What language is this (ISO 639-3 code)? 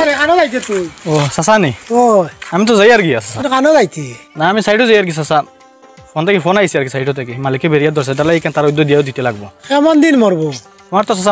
syl